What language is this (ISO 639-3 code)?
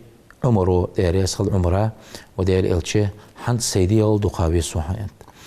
inh